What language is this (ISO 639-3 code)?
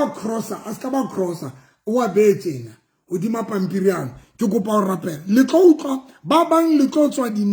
sot